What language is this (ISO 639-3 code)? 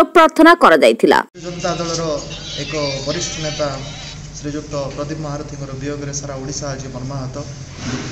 ori